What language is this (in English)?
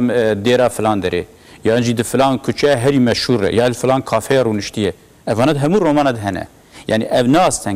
Kurdish